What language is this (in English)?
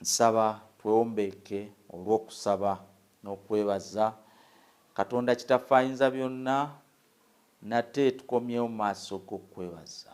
Ganda